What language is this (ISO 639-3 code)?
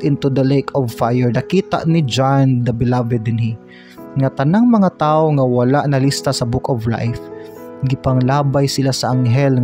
ceb